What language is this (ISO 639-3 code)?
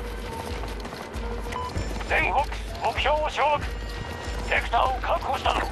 jpn